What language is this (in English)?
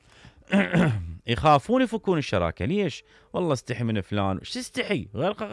Mesopotamian Arabic